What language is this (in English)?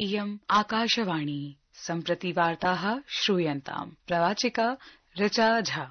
Sanskrit